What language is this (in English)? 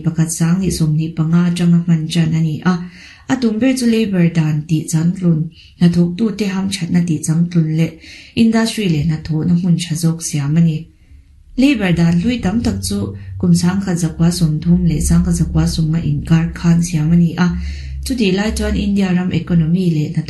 Mizo